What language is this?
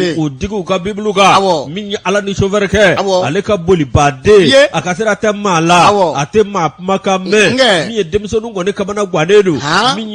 Bambara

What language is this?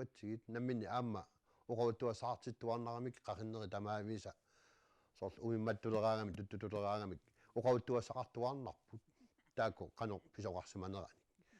Kalaallisut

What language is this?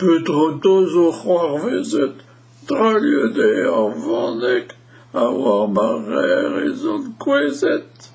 Breton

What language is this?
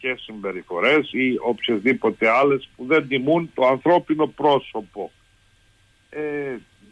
Greek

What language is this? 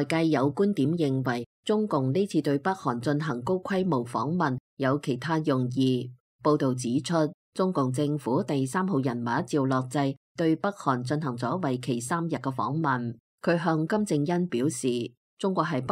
Cantonese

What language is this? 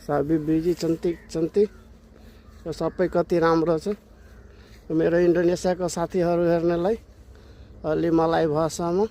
Nepali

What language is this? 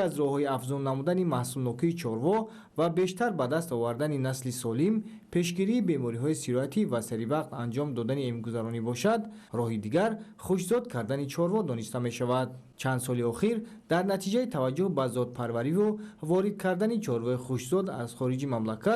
Tajik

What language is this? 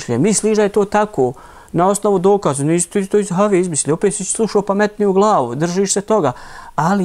Bosnian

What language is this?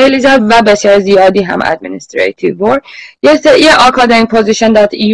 Persian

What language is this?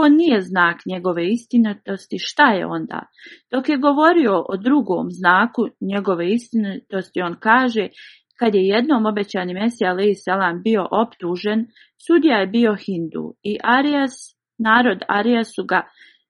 Bosnian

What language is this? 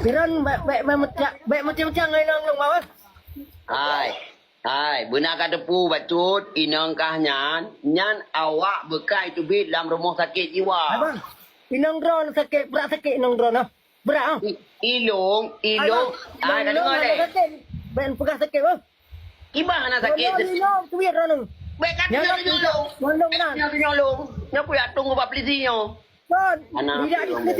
Achinese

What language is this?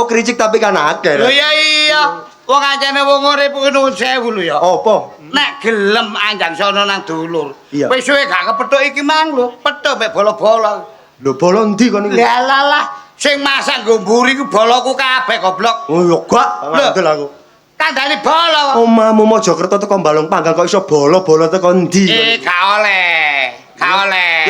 Javanese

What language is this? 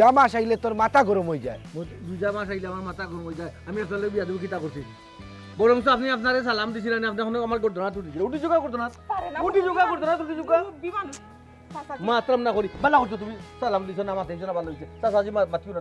Sylheti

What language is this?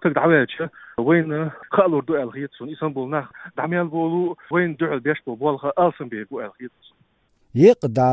Chechen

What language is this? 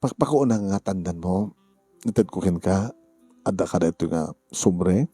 Iloko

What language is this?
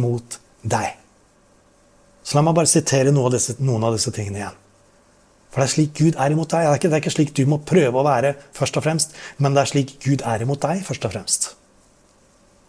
Norwegian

